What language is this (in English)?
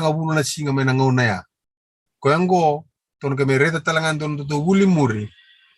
Fijian